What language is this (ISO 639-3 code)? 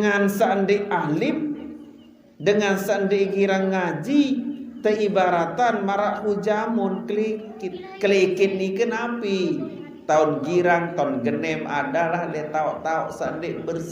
sas